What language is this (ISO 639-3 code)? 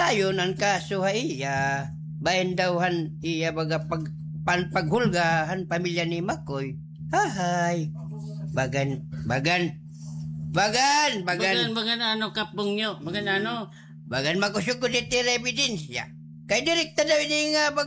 war